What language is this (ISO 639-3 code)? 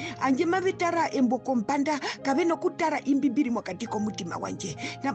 her